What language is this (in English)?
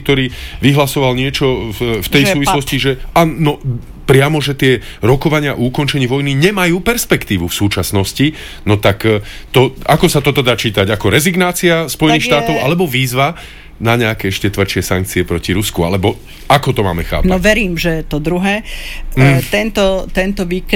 Slovak